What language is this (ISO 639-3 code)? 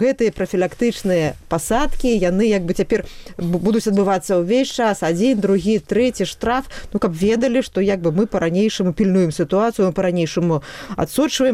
bel